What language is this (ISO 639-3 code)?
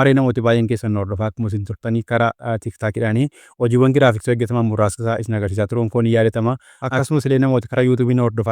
orm